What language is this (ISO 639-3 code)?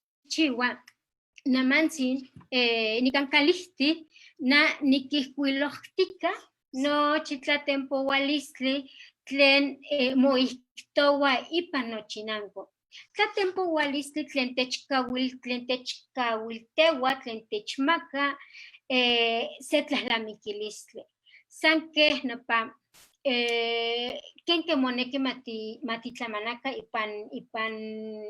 nhe